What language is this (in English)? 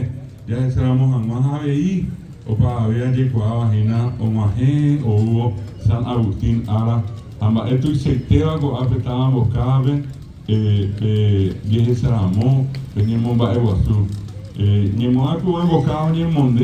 Guarani